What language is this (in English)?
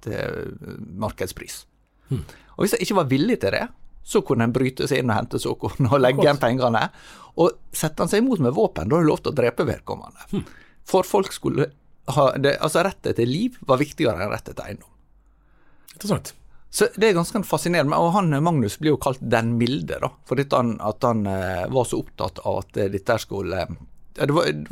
Norwegian